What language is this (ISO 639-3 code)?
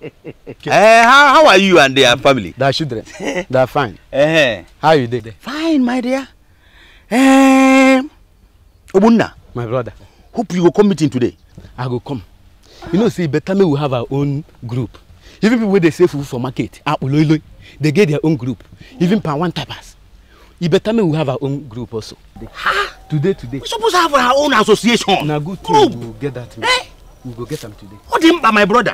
pcm